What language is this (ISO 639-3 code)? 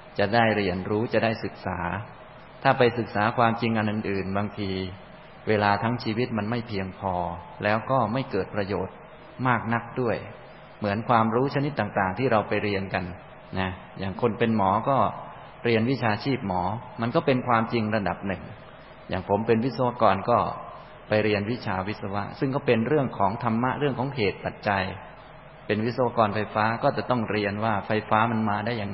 tha